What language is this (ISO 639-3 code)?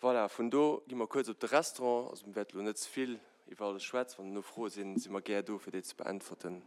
ltz